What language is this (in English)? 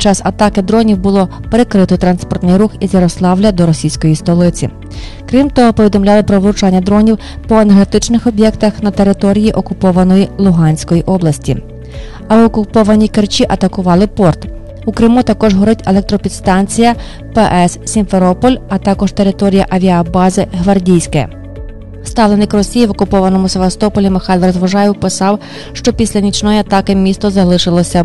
Ukrainian